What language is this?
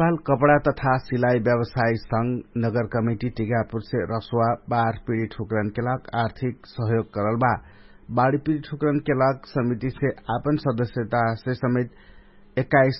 Dangaura Tharu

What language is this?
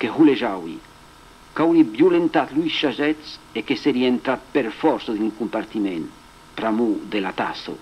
Occitan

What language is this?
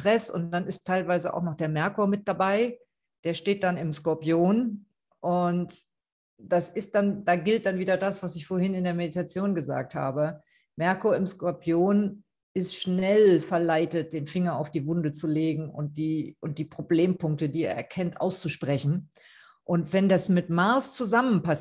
German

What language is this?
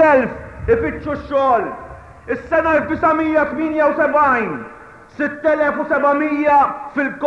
Maltese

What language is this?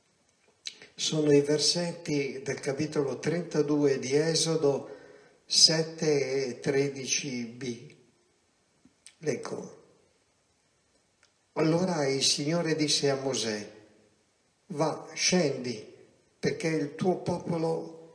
Italian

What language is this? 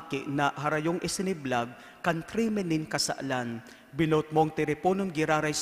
Bikol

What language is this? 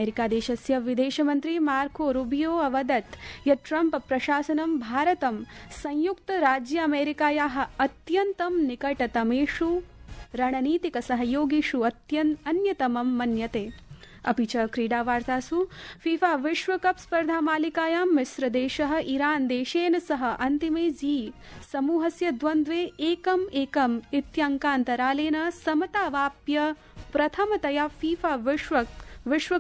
Sanskrit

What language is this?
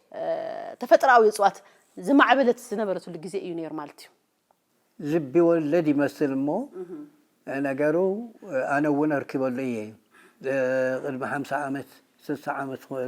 Tigrinya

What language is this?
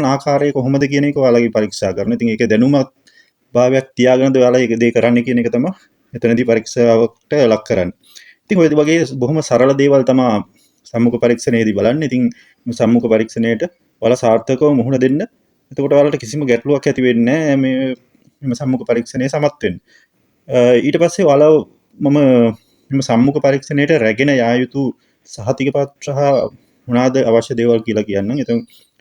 Sinhala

